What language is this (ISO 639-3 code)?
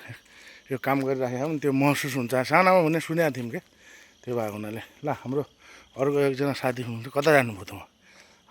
nep